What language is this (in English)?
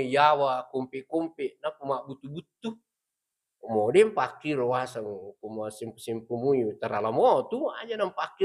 Buginese